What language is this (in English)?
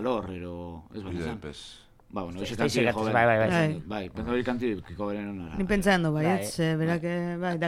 Basque